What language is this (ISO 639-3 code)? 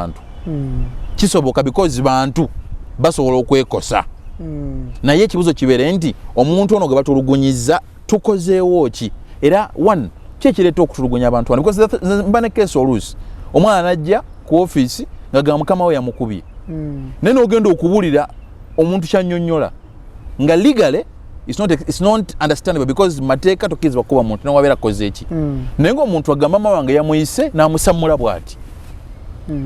lug